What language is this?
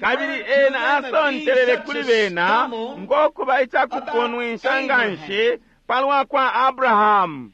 Bemba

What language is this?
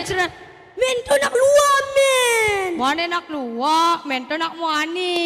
Balinese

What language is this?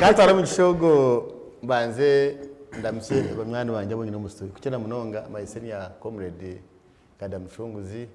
Nyankole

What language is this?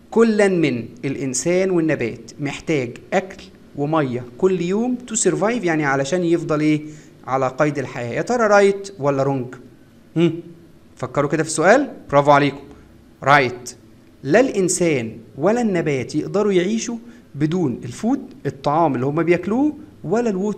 Egyptian Arabic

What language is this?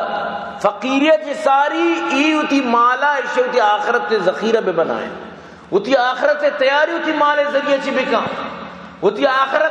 Baluchi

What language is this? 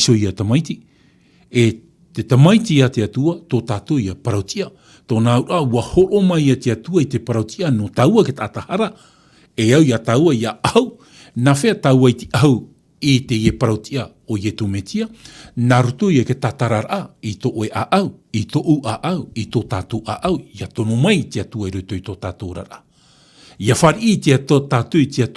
Tahitian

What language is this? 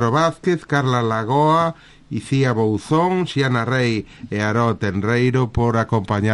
Galician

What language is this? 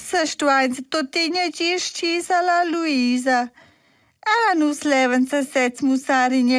Romansh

